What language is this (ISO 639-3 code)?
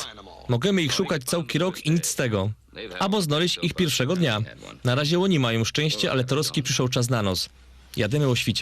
szl